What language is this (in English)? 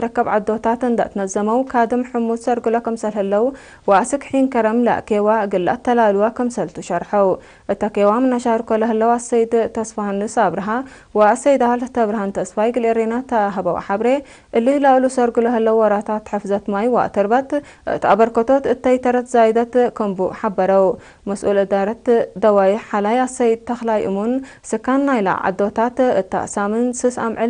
Tigre